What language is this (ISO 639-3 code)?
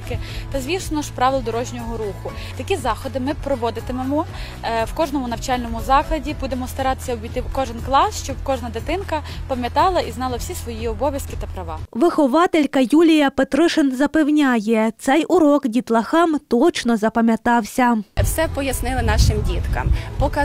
ukr